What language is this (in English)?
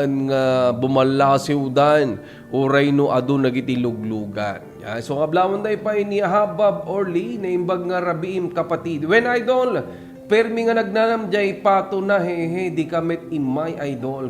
Iloko